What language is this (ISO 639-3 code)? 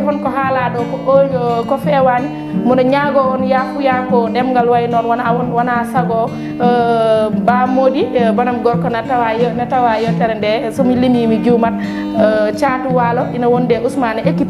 ful